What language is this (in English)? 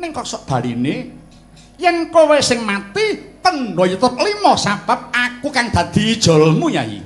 Javanese